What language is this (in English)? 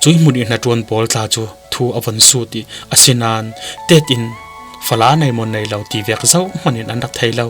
Falam Chin